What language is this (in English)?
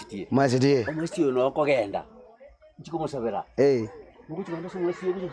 Gusii